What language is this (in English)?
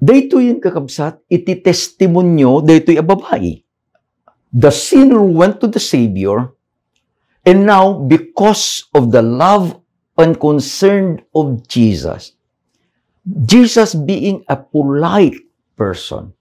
Iloko